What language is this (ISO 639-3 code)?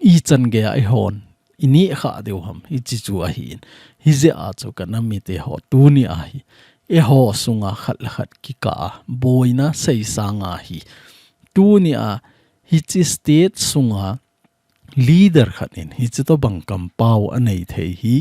tcz